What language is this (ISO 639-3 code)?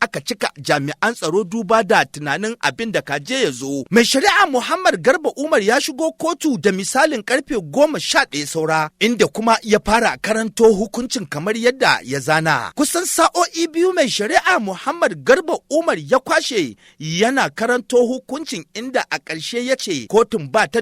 hau